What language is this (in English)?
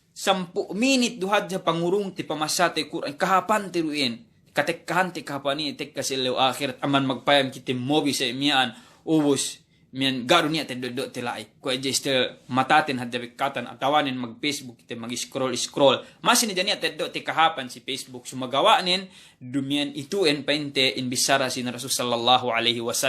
Yakan